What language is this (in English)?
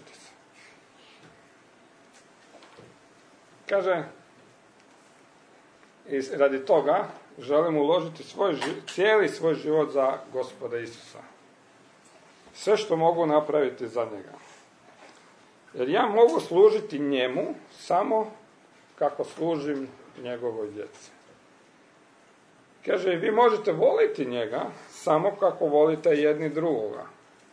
Croatian